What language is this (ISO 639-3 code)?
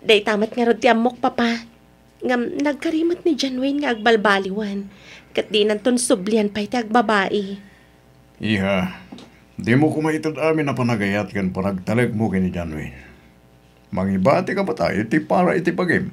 ilo